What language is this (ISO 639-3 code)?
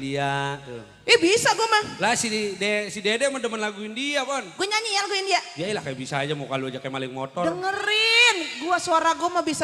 bew